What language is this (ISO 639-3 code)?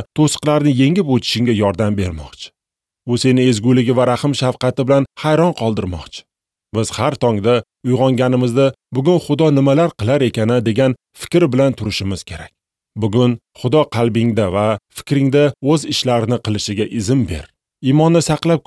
uzb